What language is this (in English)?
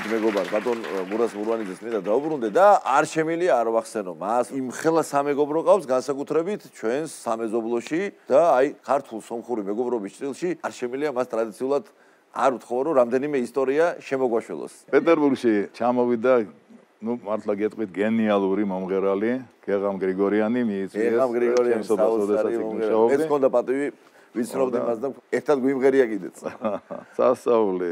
Georgian